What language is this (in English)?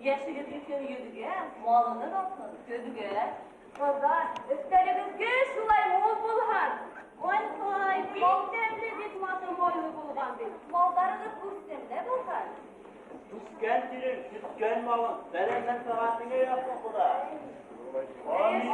Bashkir